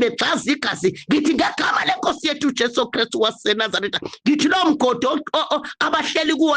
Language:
Zulu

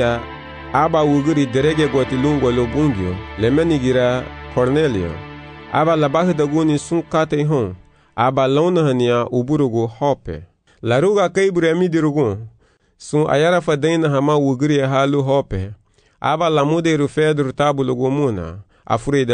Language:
Garifuna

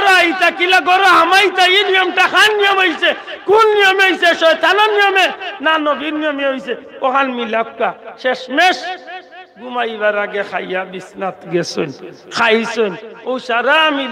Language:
Sylheti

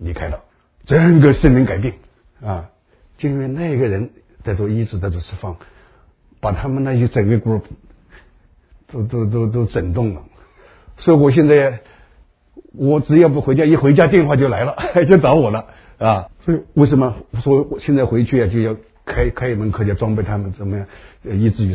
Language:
Chinese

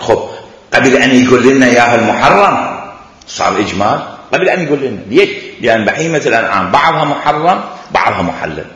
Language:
Mesopotamian Arabic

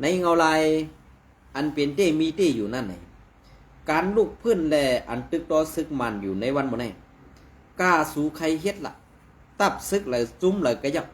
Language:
Shan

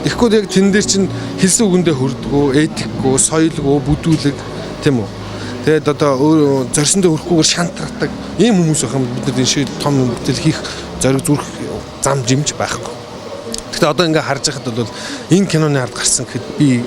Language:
Mongolian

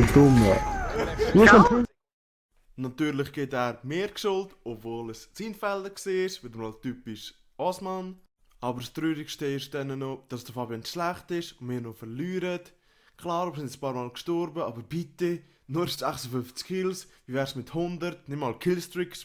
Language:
Swiss German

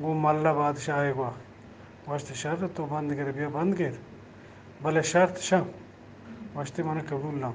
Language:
Eastern Balochi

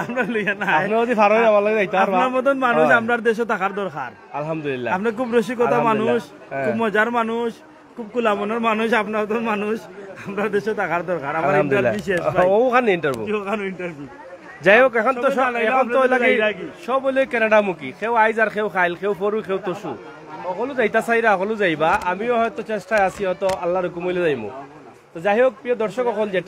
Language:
Sylheti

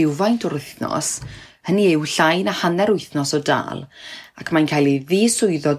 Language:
Welsh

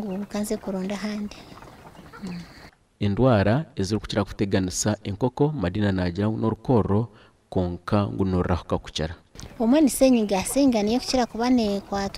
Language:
Nyankole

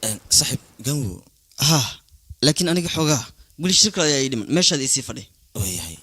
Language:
Somali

